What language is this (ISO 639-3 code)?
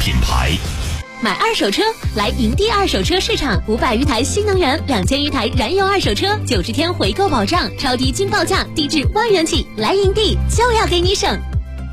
zho